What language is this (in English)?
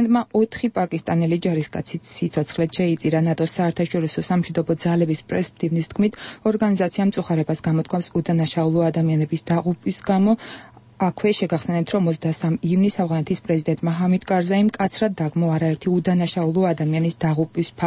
Georgian